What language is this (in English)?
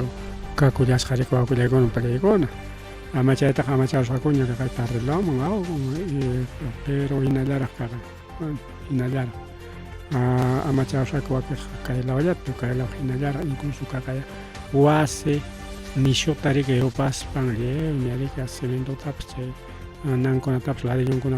Ayacucho Quechua